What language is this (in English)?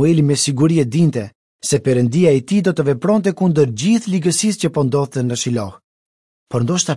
Albanian